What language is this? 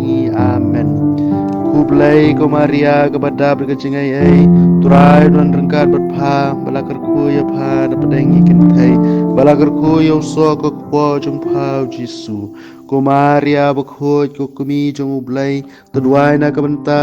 Khasi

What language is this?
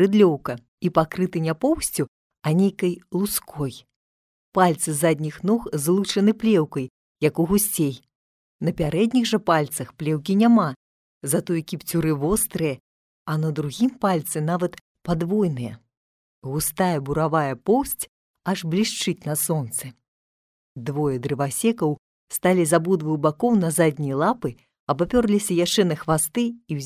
Belarusian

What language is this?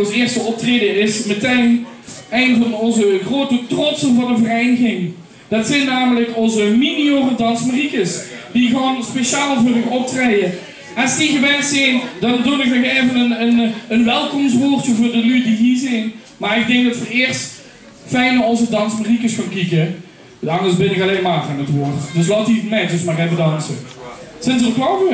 Limburgish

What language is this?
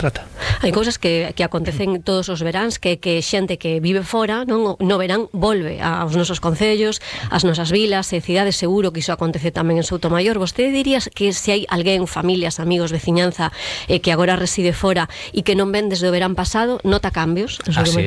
Galician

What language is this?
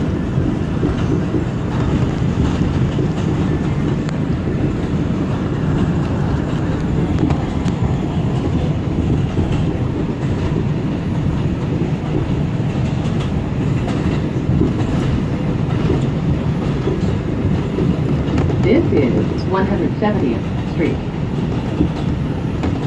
English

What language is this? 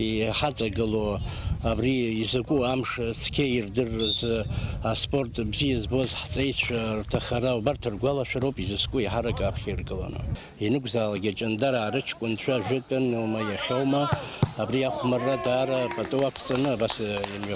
Abkhazian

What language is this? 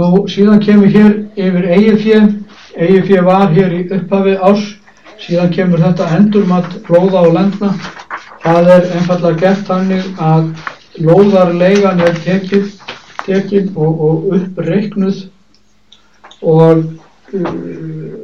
Icelandic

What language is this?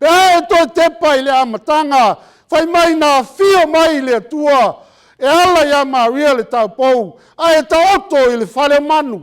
Samoan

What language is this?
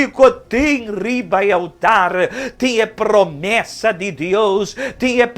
Papiamento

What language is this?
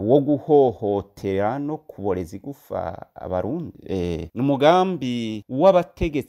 Rundi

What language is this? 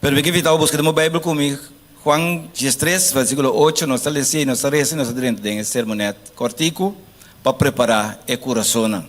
Papiamento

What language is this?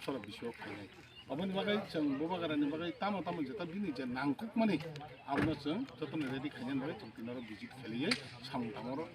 Kok Borok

